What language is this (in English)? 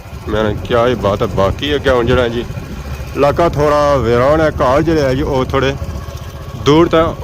Pahari-Potwari